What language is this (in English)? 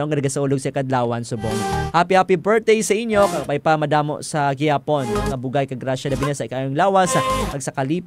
Hiligaynon